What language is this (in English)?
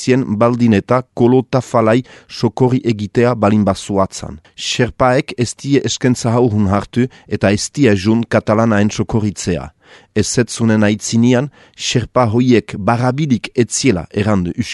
Basque